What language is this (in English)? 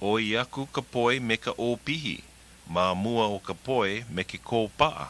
Hawaiian